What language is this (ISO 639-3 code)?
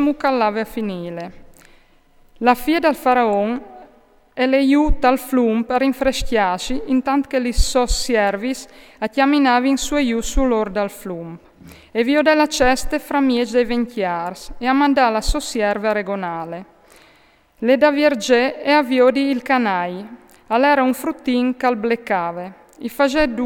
fur